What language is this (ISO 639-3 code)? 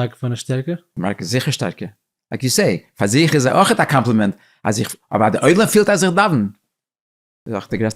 yid